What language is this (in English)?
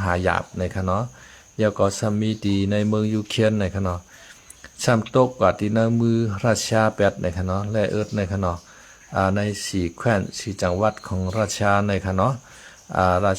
Shan